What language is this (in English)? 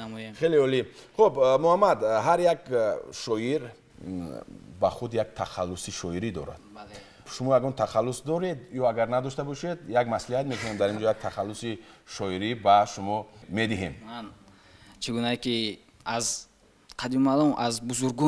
Tajik